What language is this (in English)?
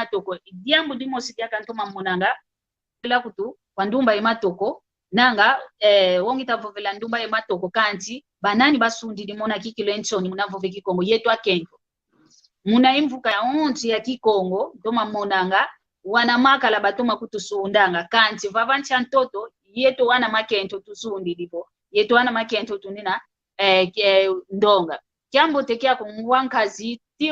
San Salvador Kongo